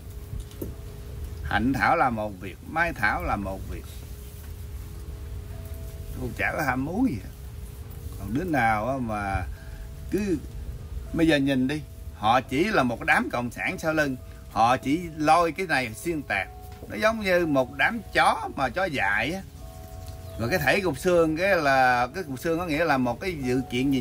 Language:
Vietnamese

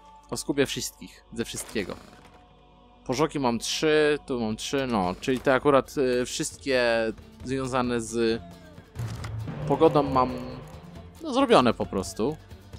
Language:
Polish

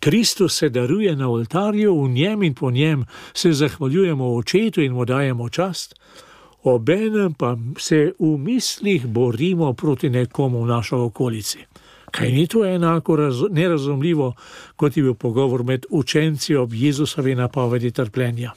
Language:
Slovenian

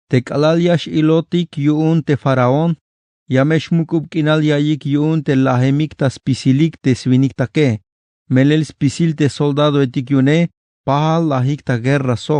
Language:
Tzeltal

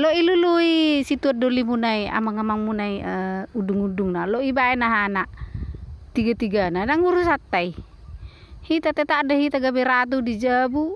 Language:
Batak Toba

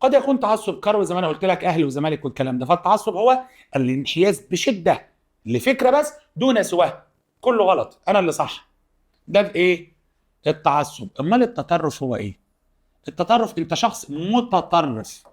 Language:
Egyptian Arabic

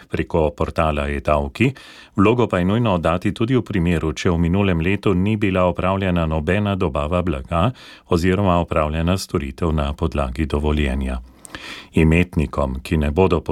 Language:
Slovenian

